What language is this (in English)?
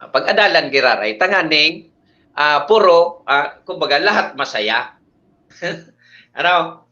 Bikol